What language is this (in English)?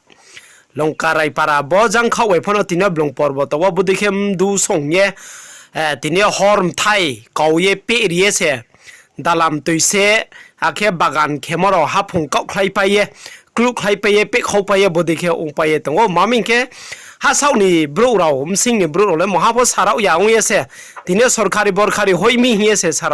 Riang (India)